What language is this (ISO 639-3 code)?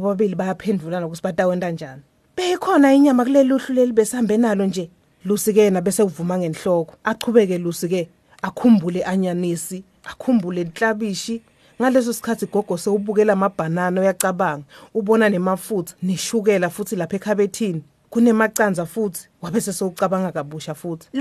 ssw